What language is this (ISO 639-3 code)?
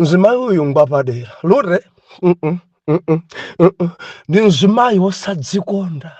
nya